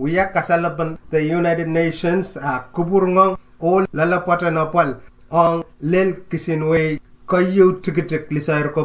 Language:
Pohnpeian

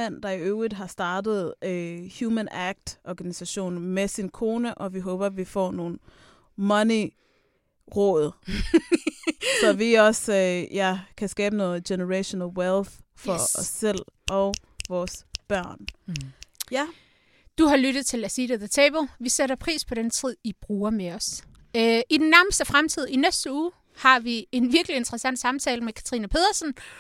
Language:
Danish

